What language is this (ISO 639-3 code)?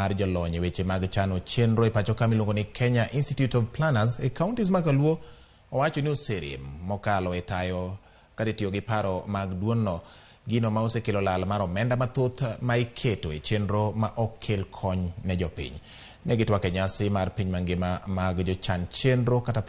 luo